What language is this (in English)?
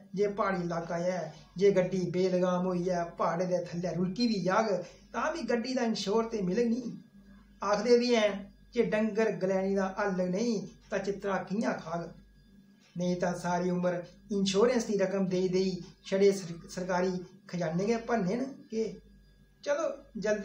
Dogri